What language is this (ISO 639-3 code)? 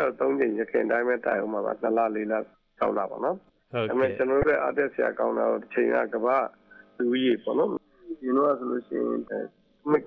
mya